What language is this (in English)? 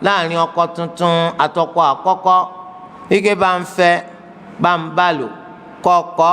Yoruba